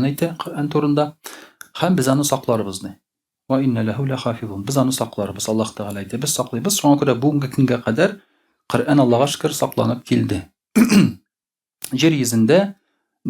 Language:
Tatar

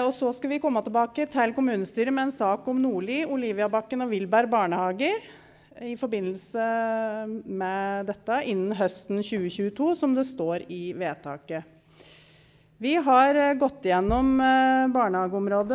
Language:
Norwegian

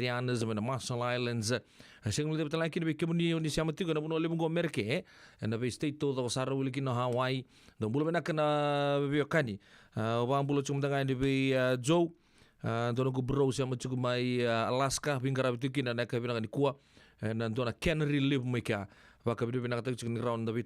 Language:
Fijian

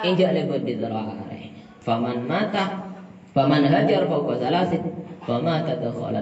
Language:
Madurese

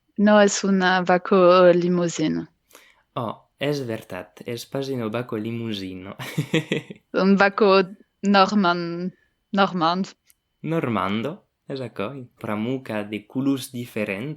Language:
Occitan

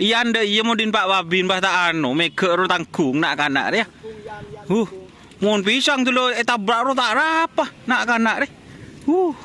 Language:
Madurese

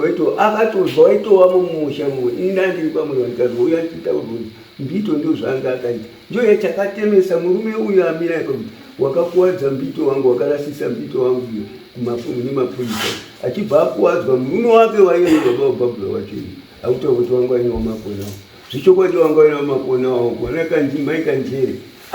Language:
Shona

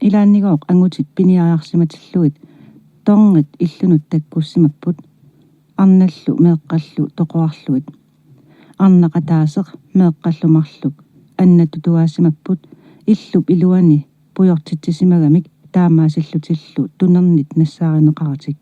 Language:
Kalaallisut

